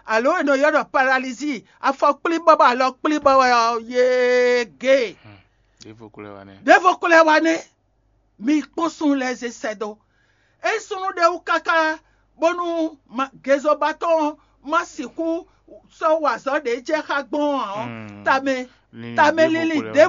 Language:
Fon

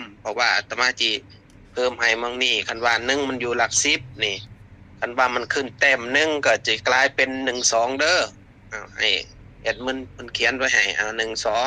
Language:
Northeastern Thai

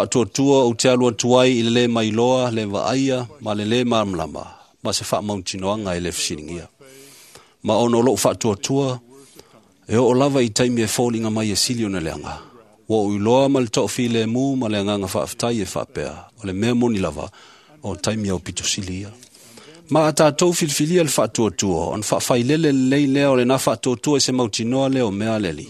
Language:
Samoan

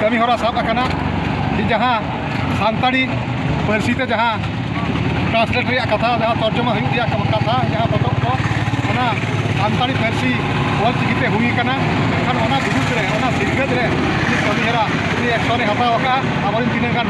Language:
Santali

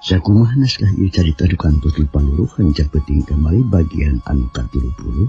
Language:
Sundanese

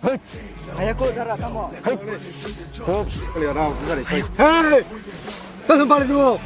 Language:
Kok Borok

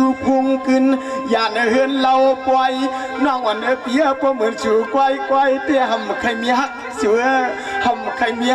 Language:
Shan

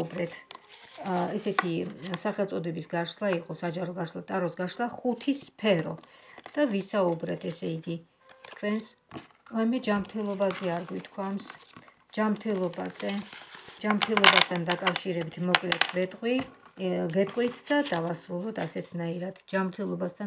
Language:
Georgian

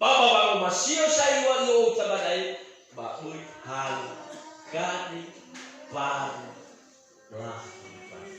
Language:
Nias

